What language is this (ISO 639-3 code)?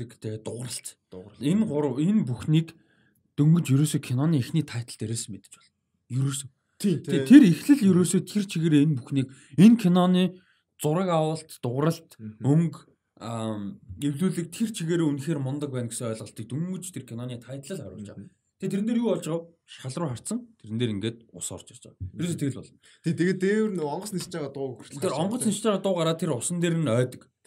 mon